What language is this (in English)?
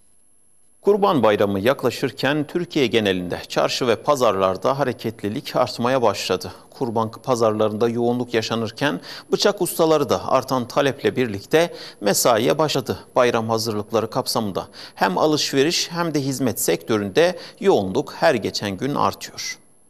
Turkish